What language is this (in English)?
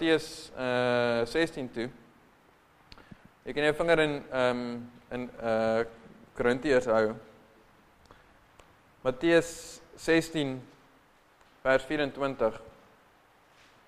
Afrikaans